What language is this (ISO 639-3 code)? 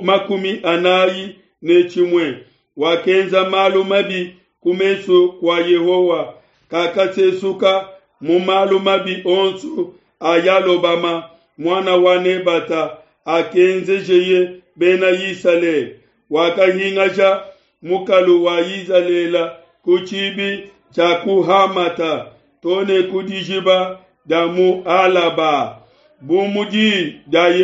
lua